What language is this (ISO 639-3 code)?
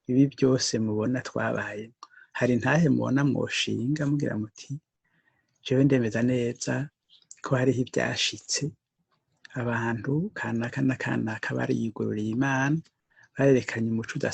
run